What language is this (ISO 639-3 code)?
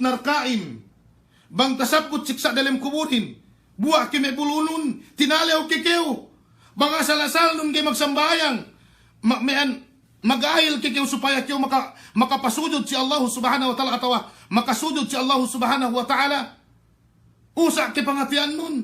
yka